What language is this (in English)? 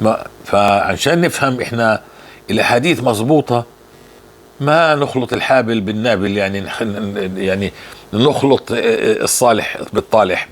North Levantine Arabic